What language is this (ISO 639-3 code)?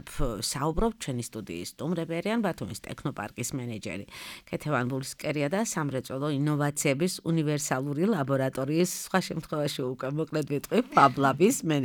kat